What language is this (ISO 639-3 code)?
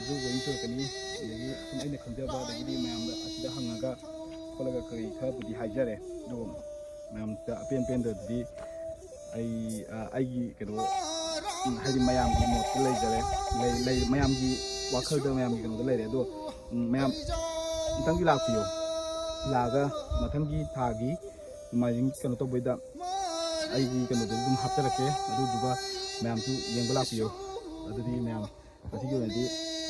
mni